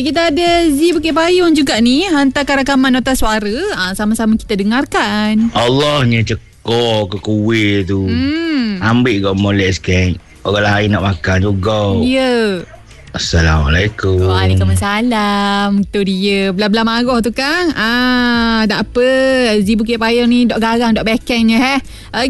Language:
Malay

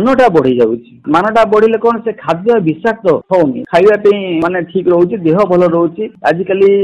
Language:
Odia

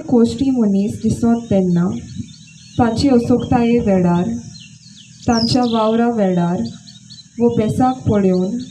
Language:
Konkani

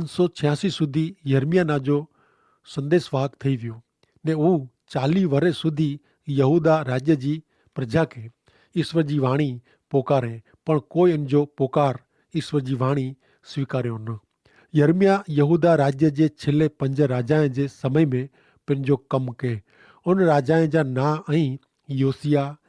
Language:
Kachhi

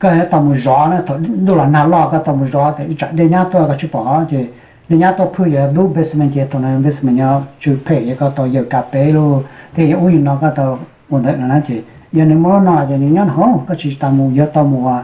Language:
Hmong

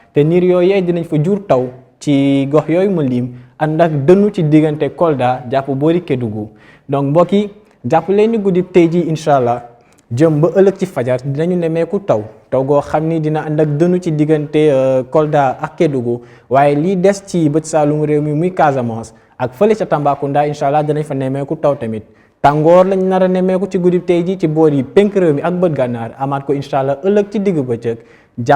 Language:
Wolof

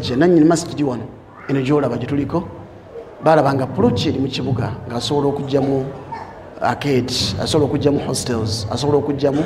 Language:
Ganda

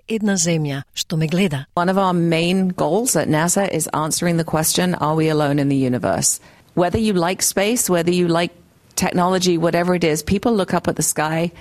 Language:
Macedonian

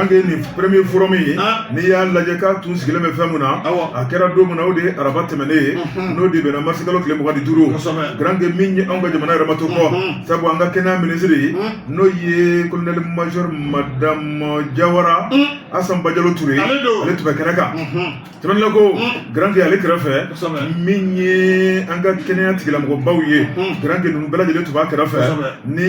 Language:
Bambara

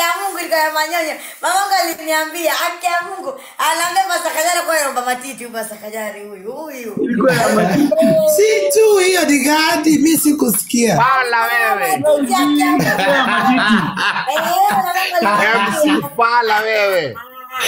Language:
Swahili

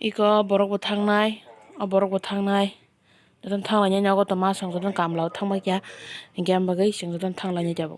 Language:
Kok Borok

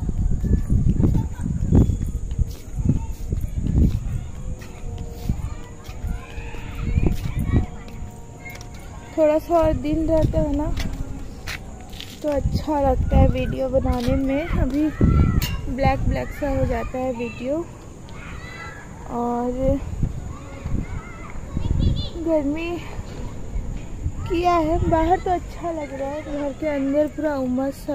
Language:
Hindi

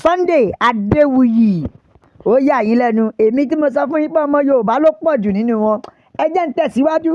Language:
Yoruba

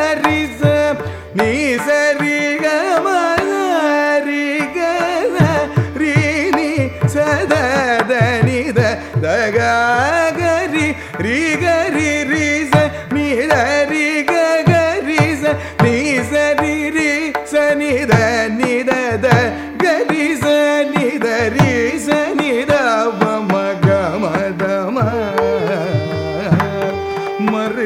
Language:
Tamil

